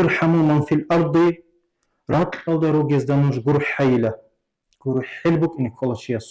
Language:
Avaric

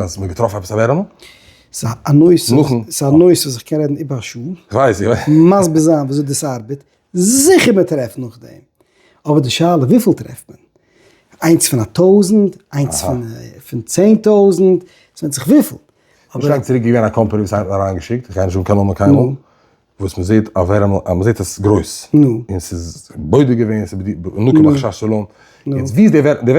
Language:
Yiddish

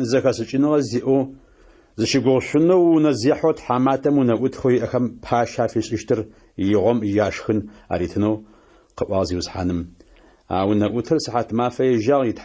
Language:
Adyghe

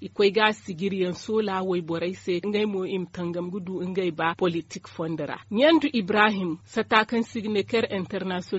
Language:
Zarma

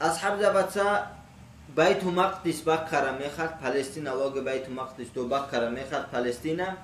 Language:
Avaric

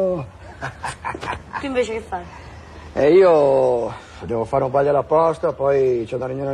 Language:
Italian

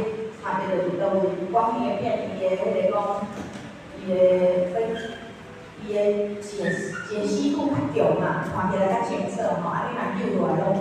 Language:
Min Nan Chinese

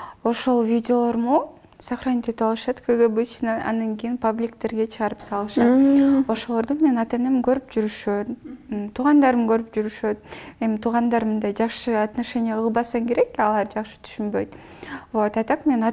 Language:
Kyrgyz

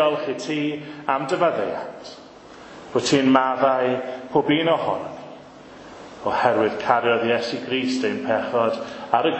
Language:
Welsh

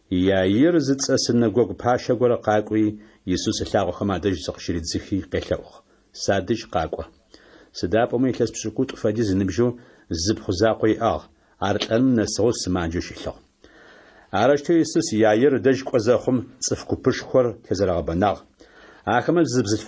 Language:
Adyghe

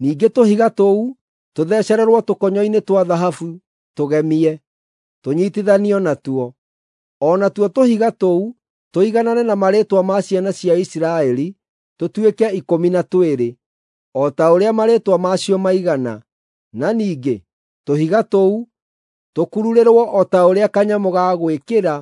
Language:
Kikuyu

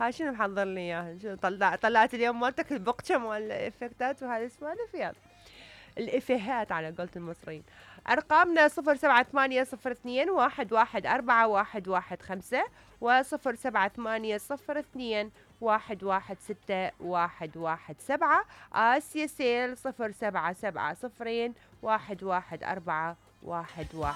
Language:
Mesopotamian Arabic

